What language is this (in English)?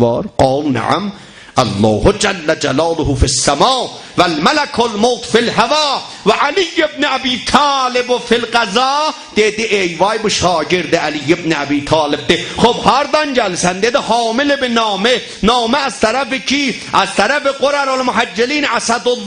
South Azerbaijani